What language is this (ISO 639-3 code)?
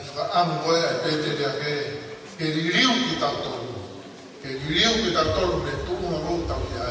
ton